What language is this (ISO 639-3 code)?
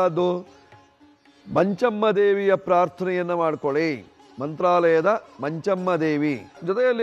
kan